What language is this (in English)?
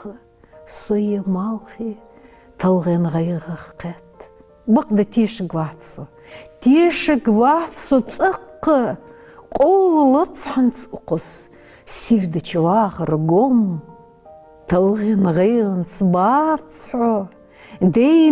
Ingush